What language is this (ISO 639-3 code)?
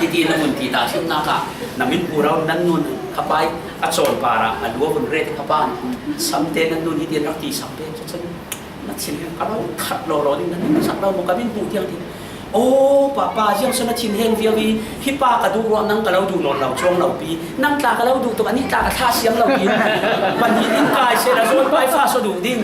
cfm